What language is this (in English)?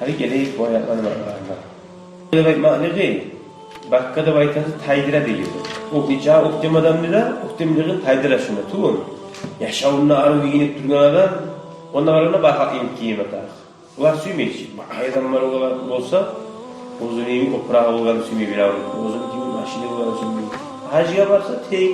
Kumyk